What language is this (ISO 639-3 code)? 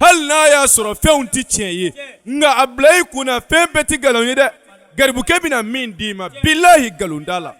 bam